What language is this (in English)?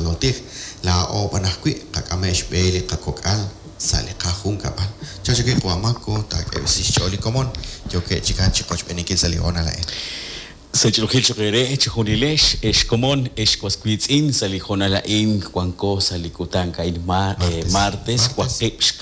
Kekchí